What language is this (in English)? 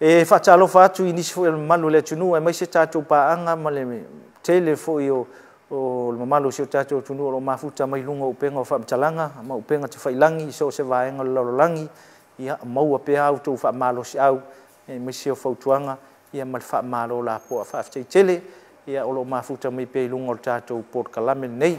Samoan